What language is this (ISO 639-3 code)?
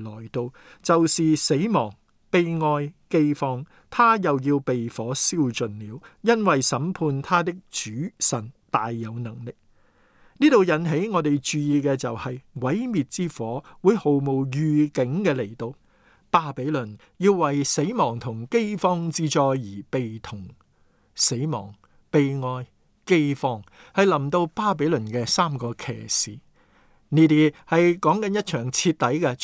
yue